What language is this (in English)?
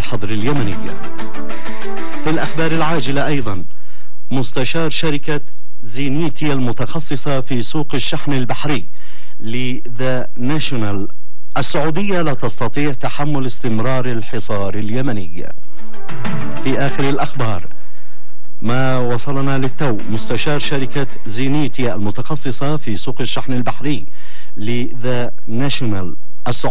Arabic